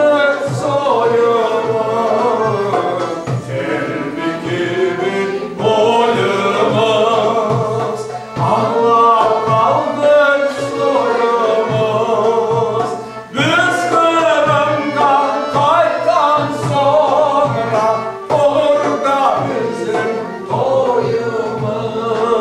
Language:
Crimean Tatar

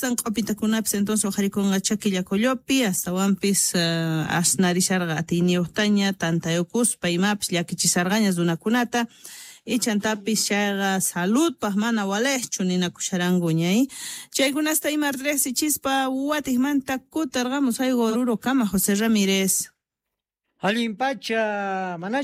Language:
South Bolivian Quechua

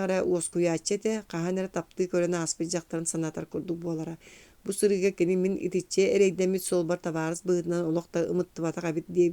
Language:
Yakut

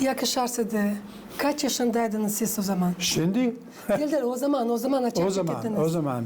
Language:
Gagauz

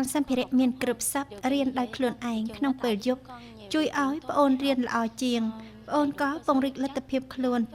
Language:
Khmer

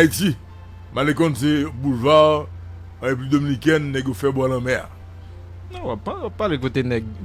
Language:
Haitian Creole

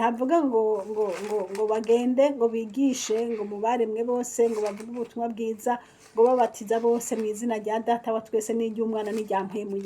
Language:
Rundi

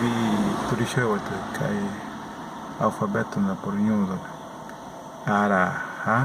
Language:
Tereno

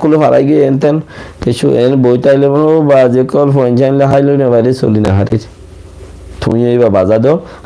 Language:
Rohingya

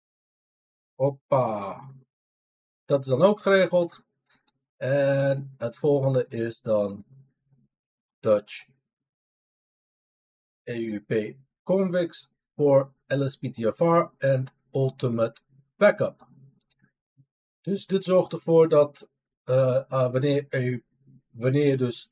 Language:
Dutch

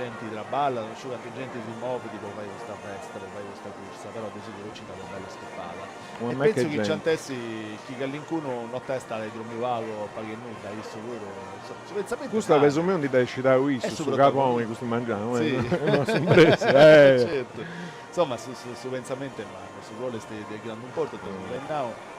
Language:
Sardinian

